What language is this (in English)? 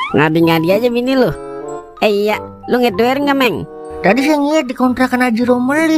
Betawi